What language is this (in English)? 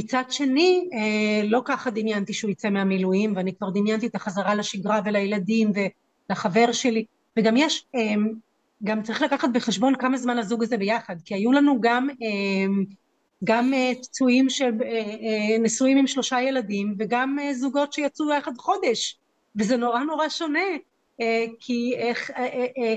Hebrew